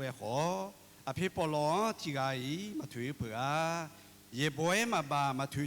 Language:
Akha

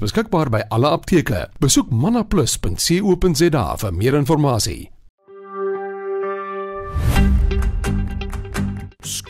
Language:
Afrikaans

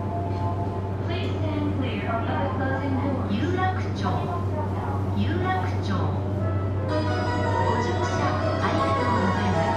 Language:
Japanese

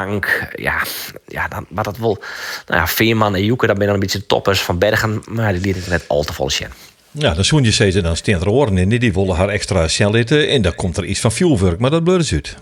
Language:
Western Frisian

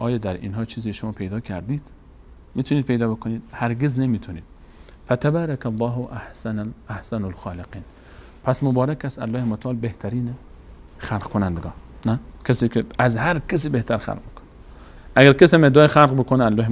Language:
Persian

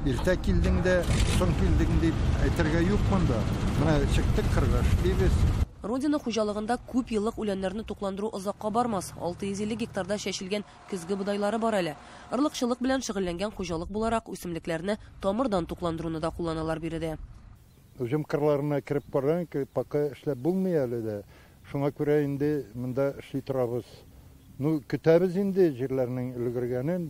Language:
Tatar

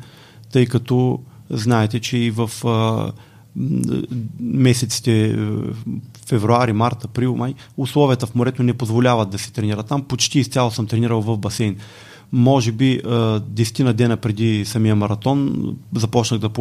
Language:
Bulgarian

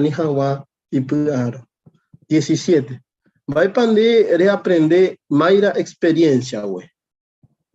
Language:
Guarani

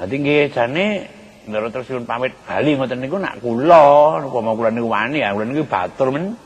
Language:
Javanese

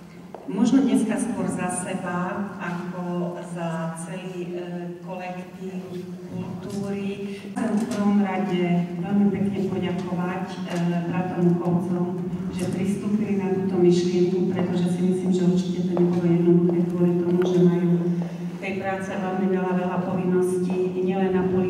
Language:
Slovak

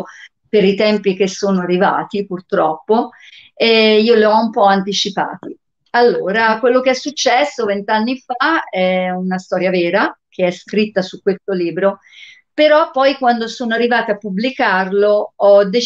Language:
Italian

